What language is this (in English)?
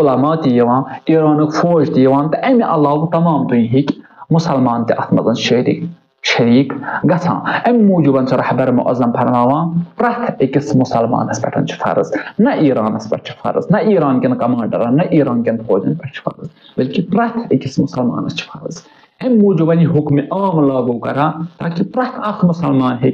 Kashmiri